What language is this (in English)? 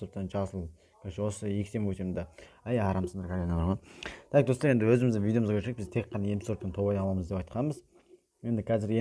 Kazakh